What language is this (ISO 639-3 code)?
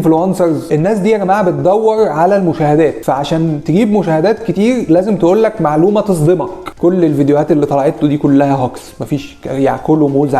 arz